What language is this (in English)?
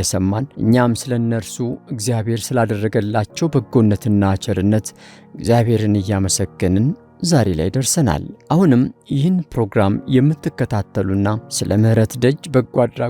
Amharic